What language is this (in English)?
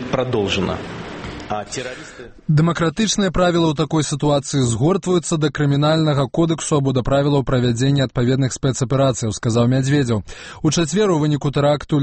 Belarusian